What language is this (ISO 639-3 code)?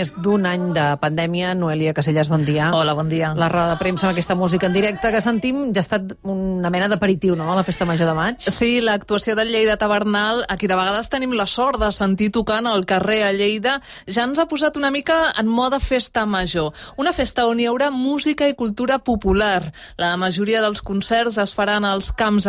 cat